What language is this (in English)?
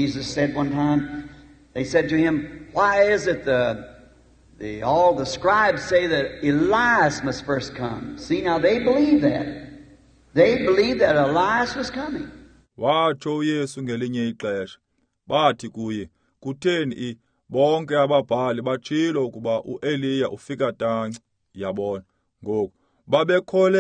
Xhosa